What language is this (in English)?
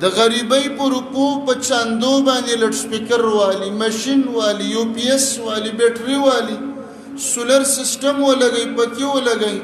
Pashto